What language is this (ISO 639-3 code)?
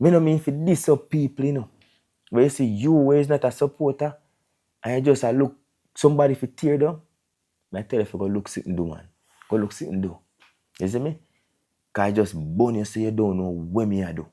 jam